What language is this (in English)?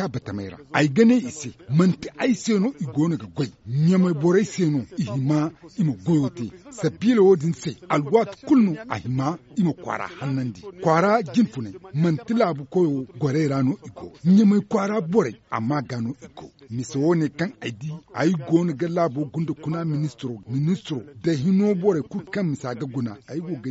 Zarma